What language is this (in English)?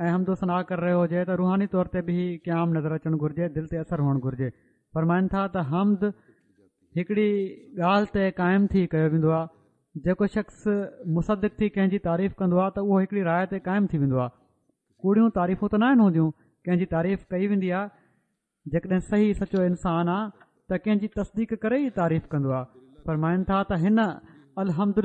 Sindhi